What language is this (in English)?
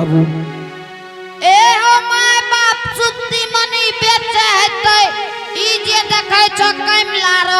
Angika